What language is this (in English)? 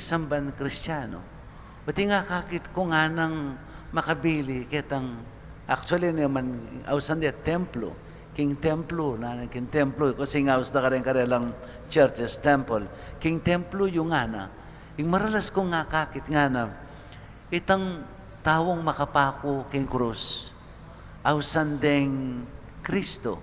Pampanga